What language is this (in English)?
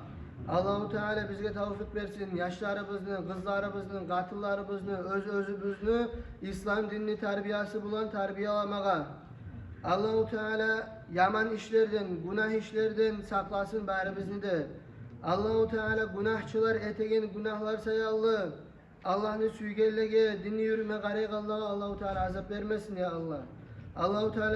Kumyk